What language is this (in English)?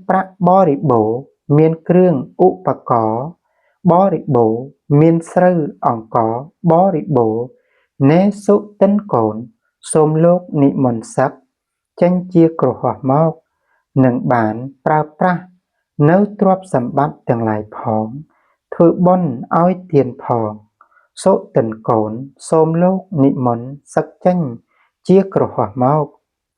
Khmer